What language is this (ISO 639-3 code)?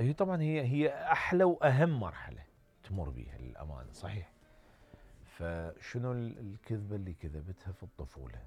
acm